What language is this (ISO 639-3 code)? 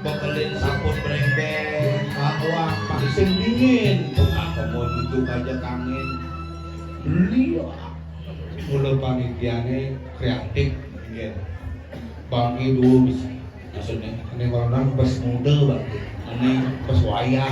ban